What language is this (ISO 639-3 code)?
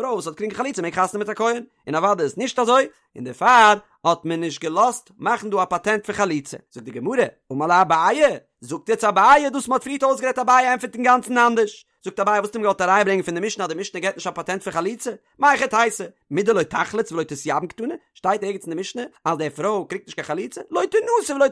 yid